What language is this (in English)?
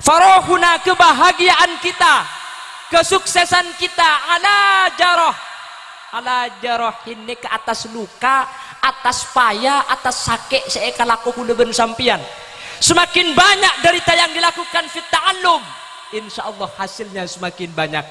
Madurese